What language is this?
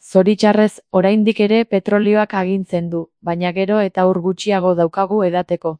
Basque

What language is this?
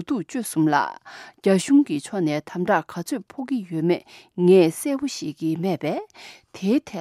Tibetan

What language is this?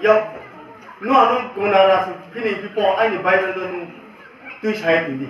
Riang (India)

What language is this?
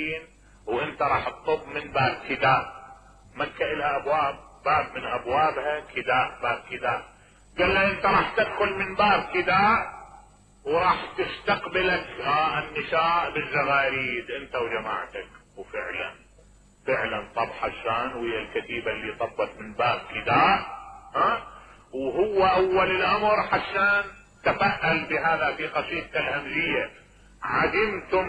Mesopotamian Arabic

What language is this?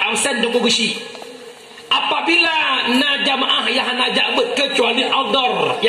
Achinese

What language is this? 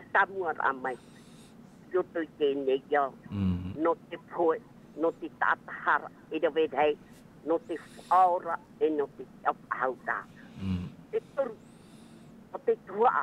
Tahitian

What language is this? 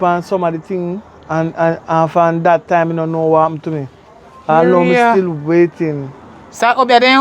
Jamaican Creole English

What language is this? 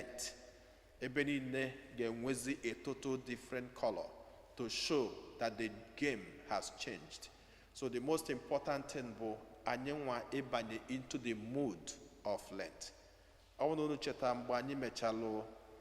Igbo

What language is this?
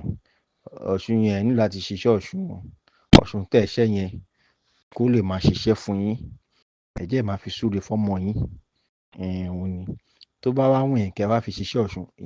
Yoruba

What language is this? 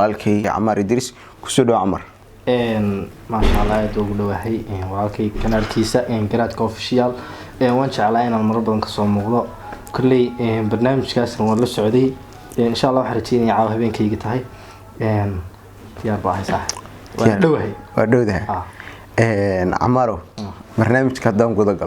Somali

